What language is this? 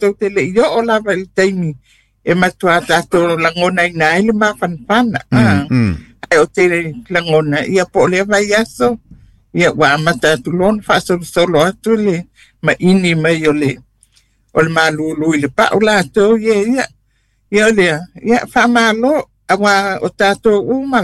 Samoan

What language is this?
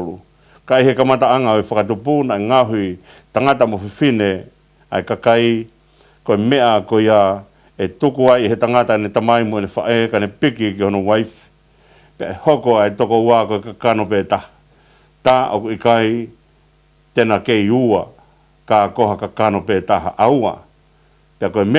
Tongan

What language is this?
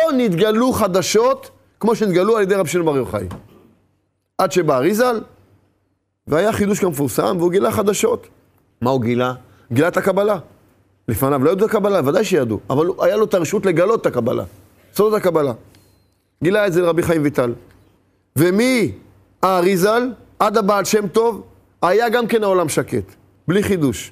Hebrew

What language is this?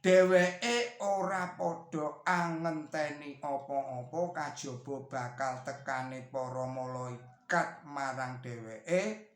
Javanese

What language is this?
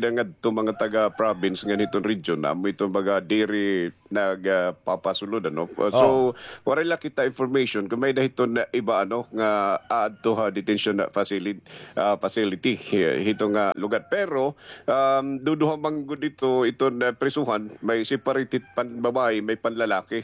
Waray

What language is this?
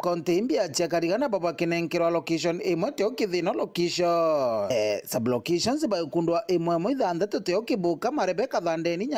Meru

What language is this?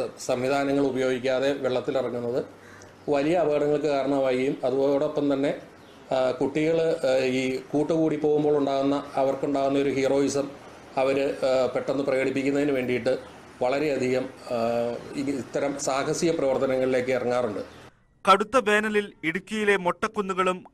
Malayalam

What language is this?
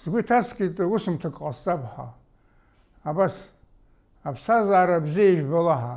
Abkhazian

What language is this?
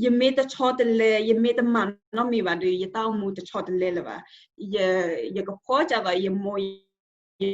S'gaw Karen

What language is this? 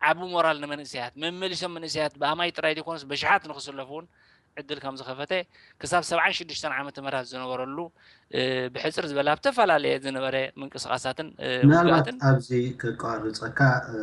Tigrinya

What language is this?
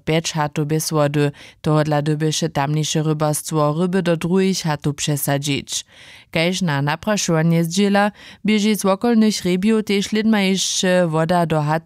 Upper Sorbian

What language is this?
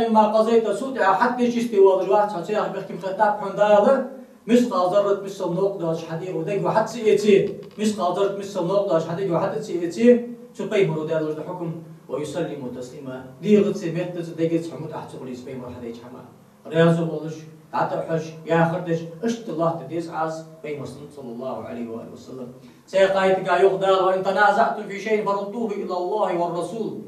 Ingush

